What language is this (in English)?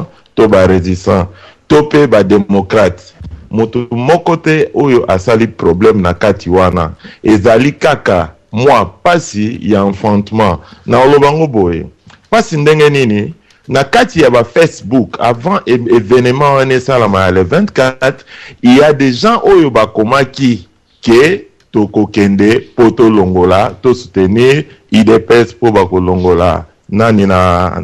Lingala